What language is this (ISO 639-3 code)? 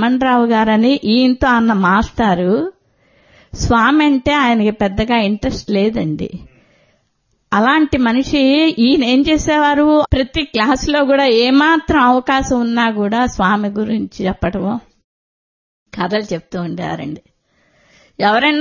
tel